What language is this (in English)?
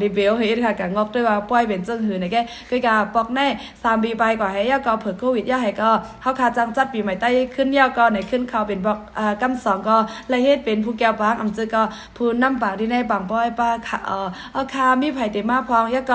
Shan